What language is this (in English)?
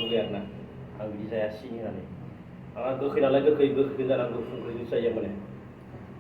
Bodo